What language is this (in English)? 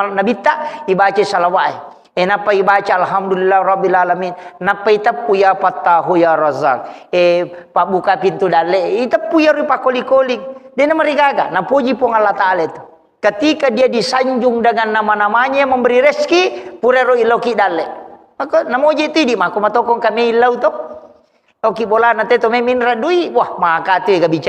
Buginese